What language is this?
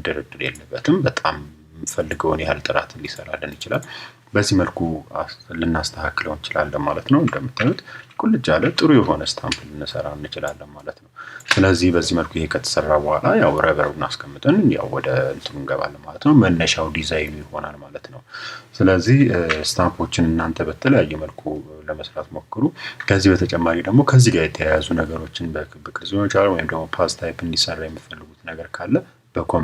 Amharic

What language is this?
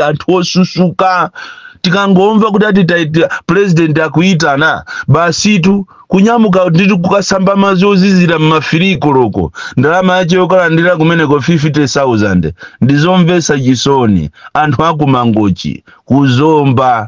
Nyanja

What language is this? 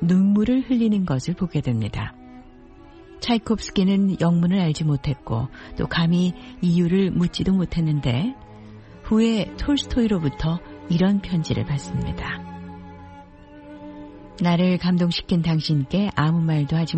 Korean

